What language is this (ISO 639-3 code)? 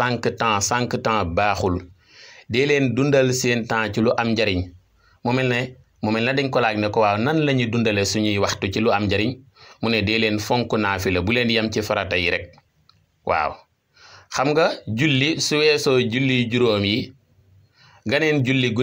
wol